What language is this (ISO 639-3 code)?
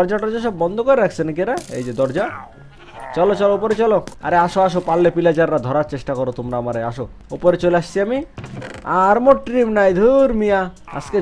ben